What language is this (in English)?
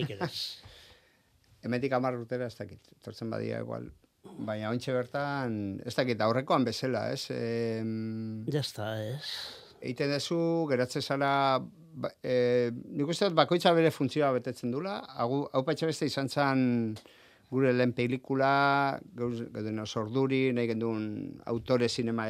Basque